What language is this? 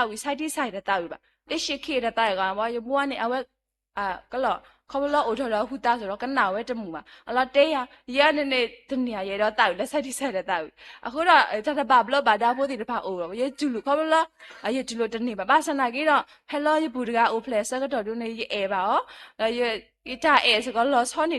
S'gaw Karen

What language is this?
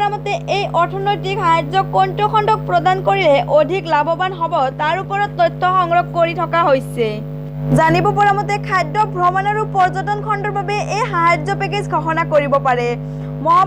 Assamese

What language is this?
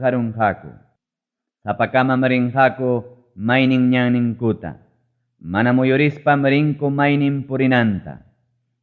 Ayacucho Quechua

